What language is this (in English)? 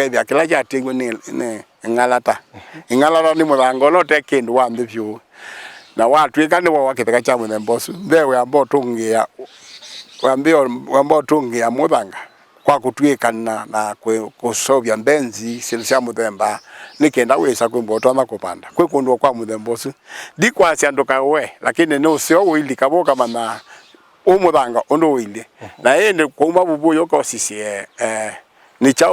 Kamba